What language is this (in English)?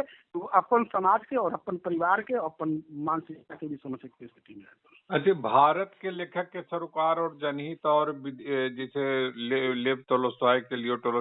Magahi